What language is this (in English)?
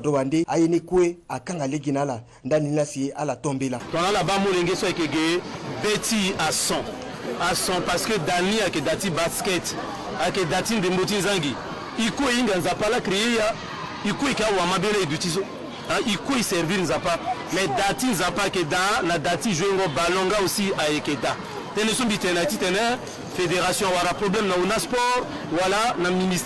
Sango